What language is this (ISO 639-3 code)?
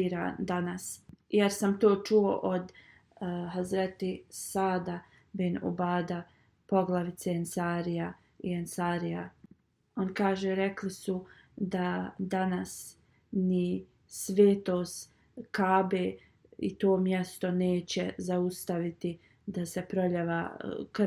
bos